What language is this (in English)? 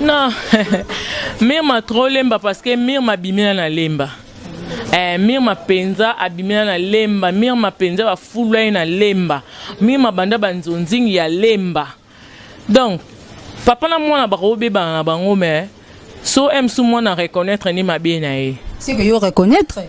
Lingala